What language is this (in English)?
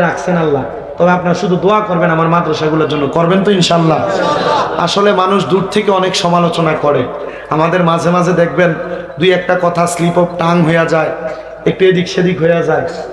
Bangla